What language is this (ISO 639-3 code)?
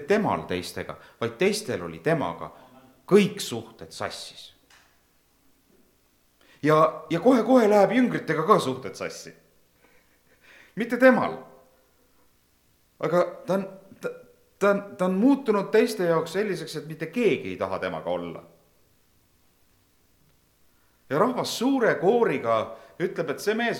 est